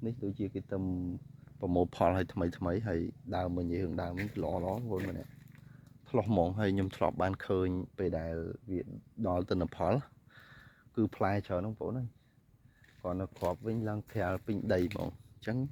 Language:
Khmer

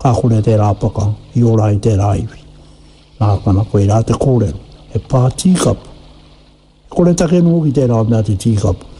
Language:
Māori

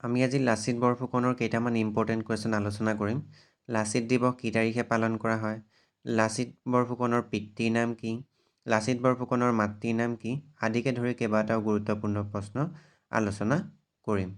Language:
Assamese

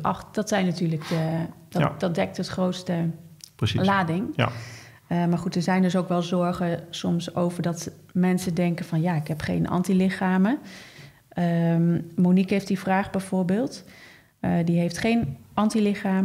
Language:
Dutch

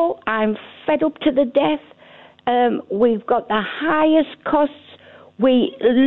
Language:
English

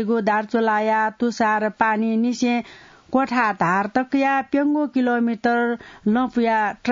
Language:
Newari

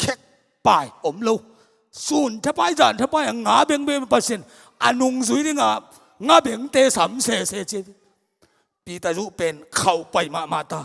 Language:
Tedim Chin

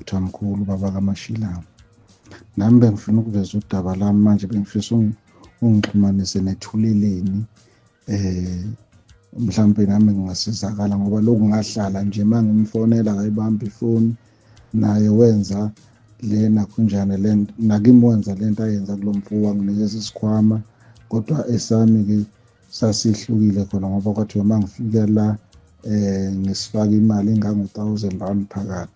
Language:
Zulu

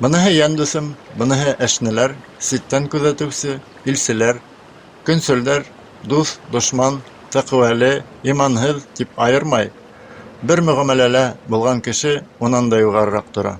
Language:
Bashkir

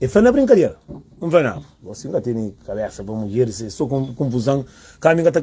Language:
Kabuverdianu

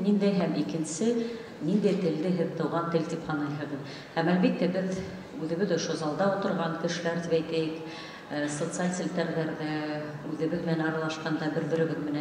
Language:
Bashkir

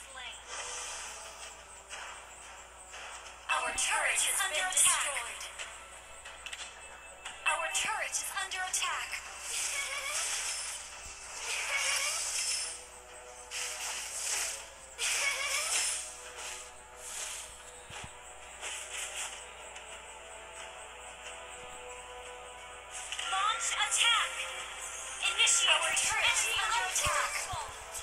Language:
English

